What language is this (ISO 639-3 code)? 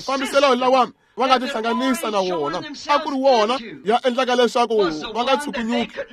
tso